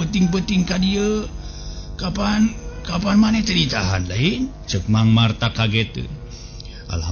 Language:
Sundanese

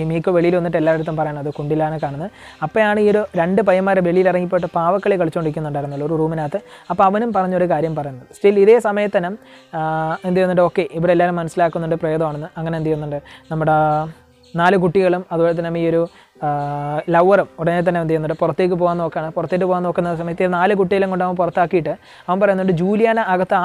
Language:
Malayalam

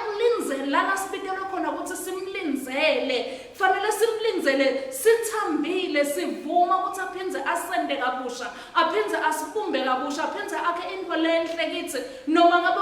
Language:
Swati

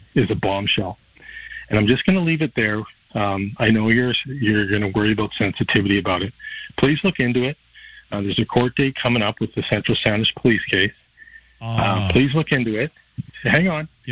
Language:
English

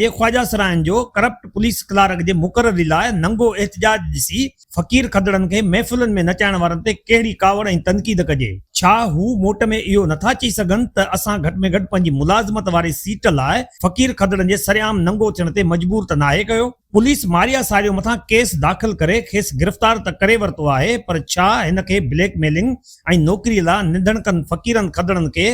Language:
Sindhi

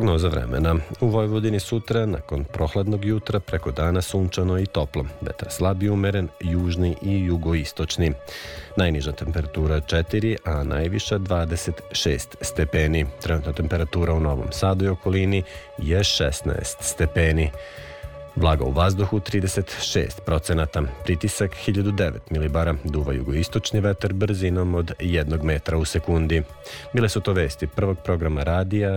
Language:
Serbian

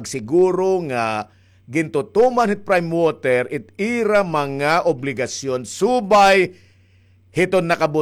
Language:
Waray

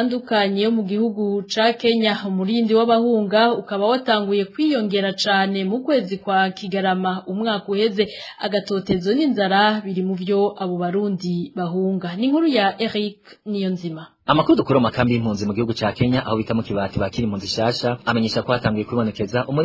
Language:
Rundi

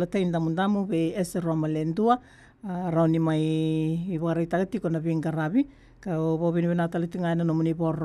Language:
Fijian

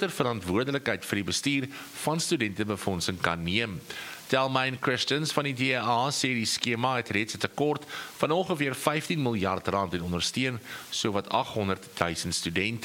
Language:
Afrikaans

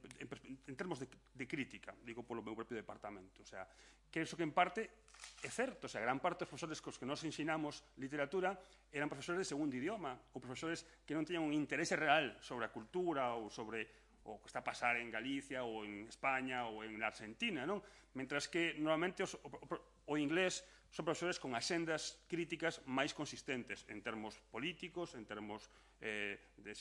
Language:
Galician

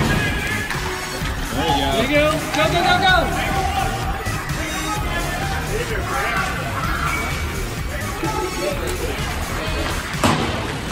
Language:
English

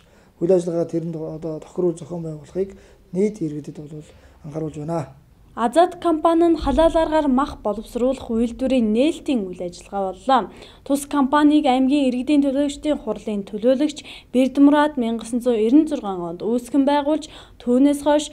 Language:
Mongolian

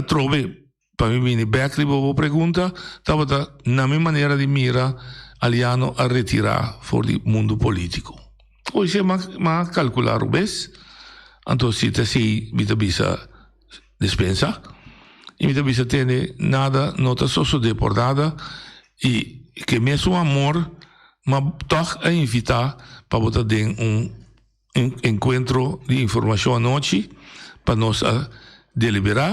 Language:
Papiamento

